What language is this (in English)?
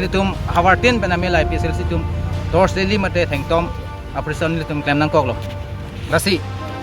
Karbi